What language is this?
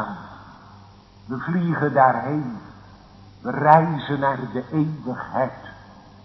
Dutch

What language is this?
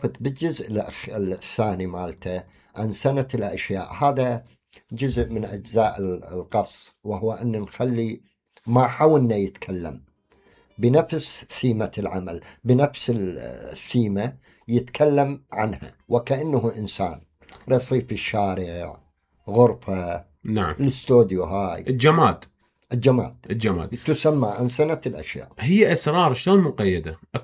Mesopotamian Arabic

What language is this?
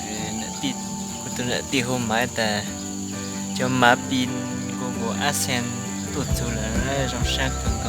Hmong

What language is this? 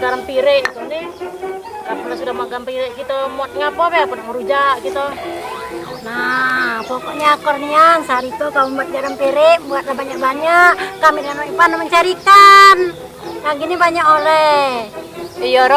Musi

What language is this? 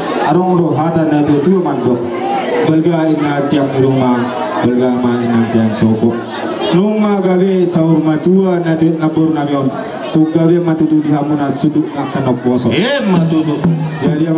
Batak Toba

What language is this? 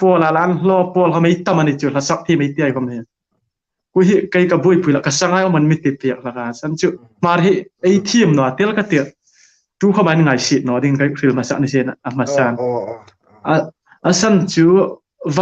Hmar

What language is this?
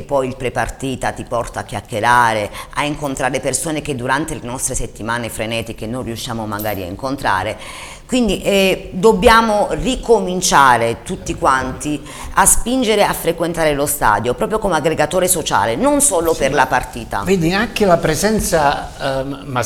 Italian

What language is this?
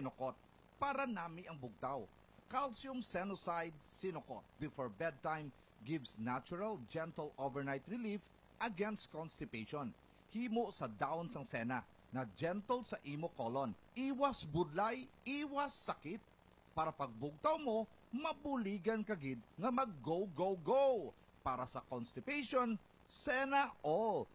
Hiligaynon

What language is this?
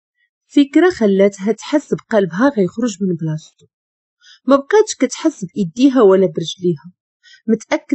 Moroccan Arabic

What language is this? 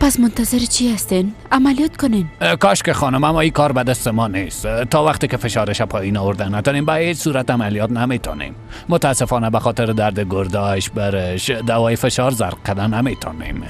Persian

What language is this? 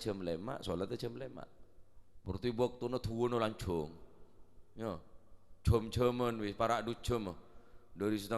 Madurese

